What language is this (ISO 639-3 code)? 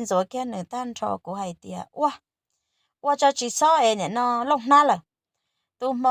hmn